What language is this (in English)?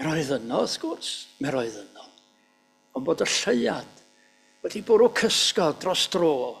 Welsh